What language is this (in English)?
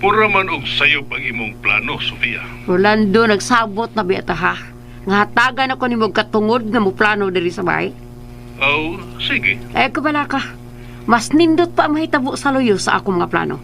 Cebuano